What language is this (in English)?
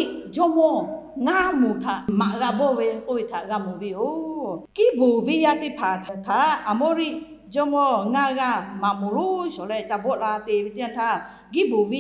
Lahu